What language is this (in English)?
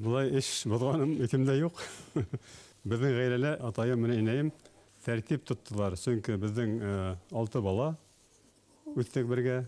Bashkir